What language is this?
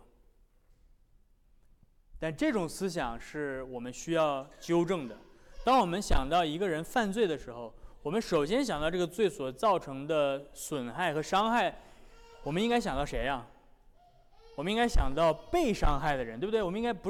Chinese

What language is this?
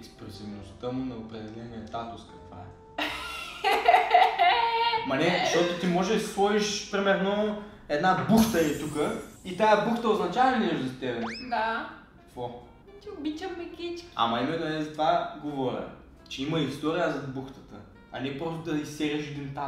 Bulgarian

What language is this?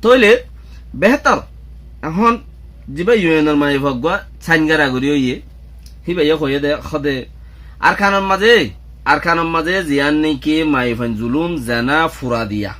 Rohingya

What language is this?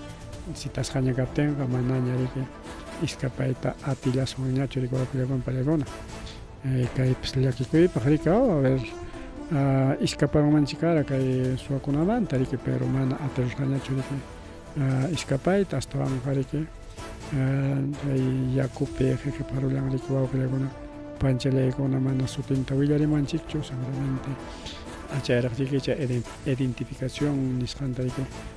Ayacucho Quechua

